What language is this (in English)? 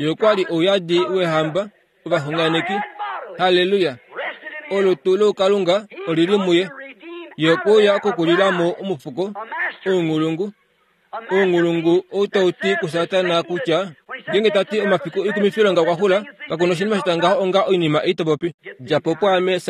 Kuanyama